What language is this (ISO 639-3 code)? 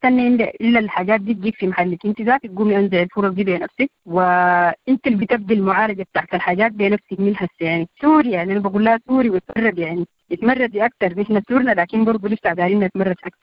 apd